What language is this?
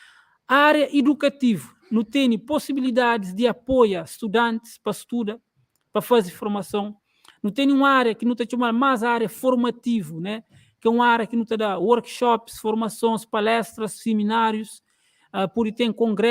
Kabuverdianu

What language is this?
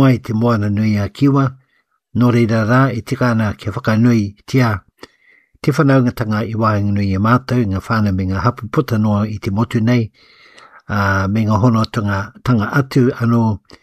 Māori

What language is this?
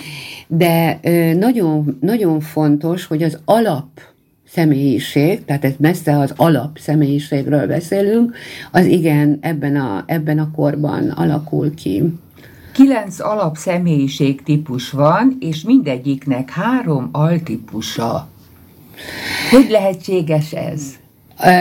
Hungarian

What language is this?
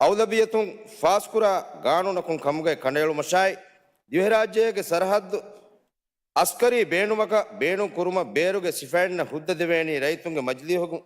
Divehi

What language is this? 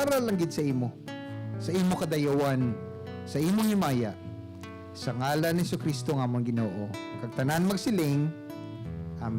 Hiligaynon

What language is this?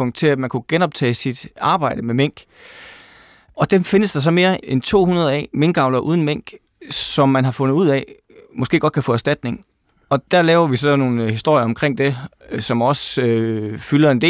Danish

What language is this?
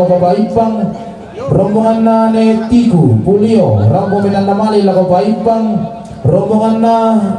Toraja-Sa'dan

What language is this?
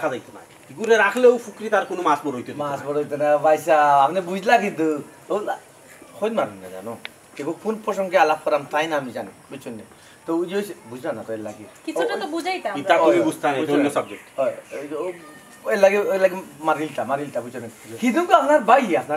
Sylheti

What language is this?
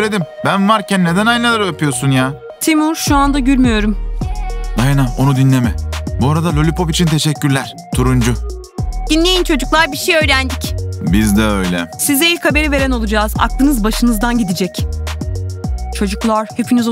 Turkish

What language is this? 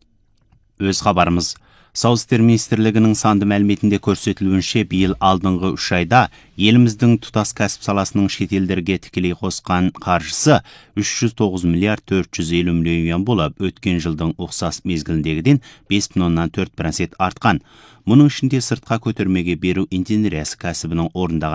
Kazakh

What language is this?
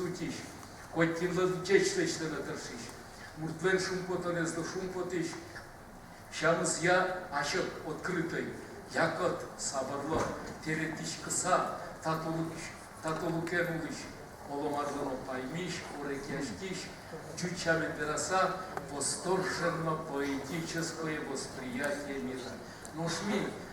Udmurt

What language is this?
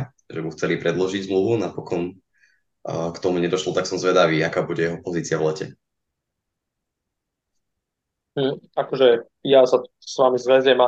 Slovak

